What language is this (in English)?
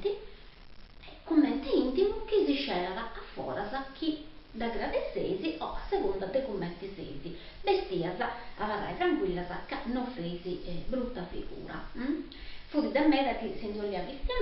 Sardinian